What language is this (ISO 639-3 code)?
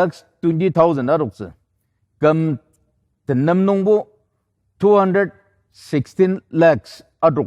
njo